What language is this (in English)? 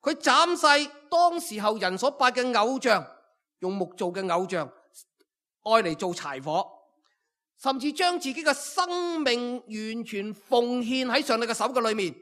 Cantonese